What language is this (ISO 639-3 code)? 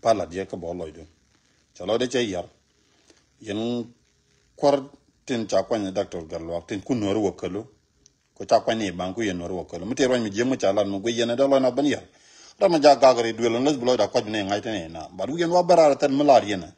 nus